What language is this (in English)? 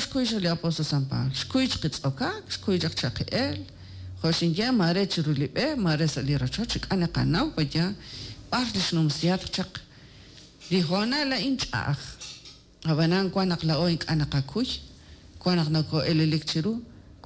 Kekchí